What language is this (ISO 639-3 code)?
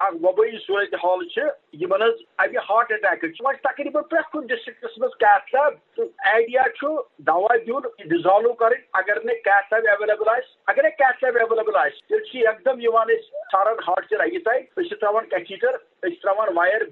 kas